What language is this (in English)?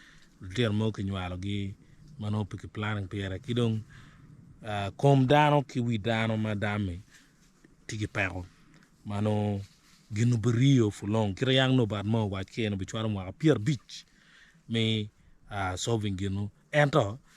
Acoli